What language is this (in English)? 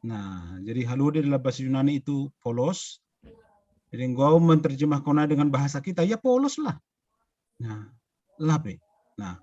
Batak Simalungun